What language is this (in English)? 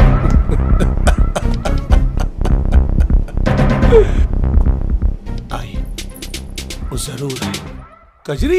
Bhojpuri